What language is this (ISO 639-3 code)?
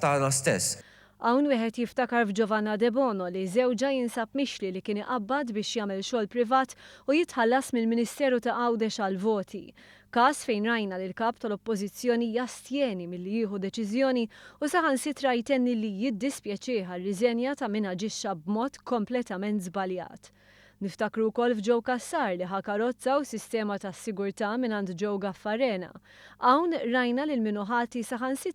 mlt